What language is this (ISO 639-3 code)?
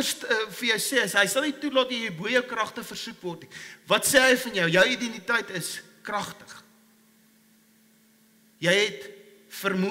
afr